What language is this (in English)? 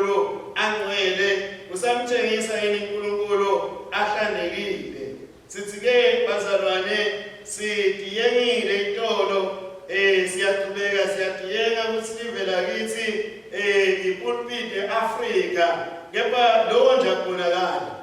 Swati